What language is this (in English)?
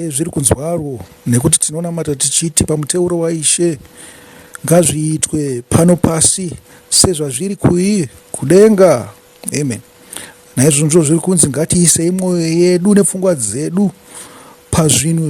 Shona